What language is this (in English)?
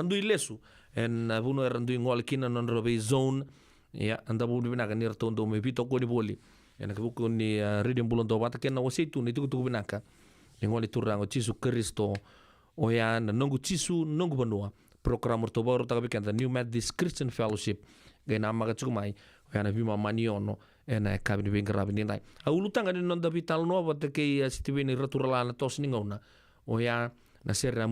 Fijian